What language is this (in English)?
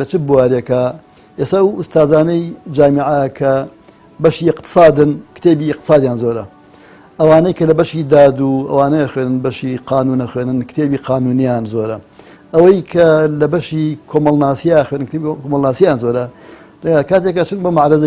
Central Kurdish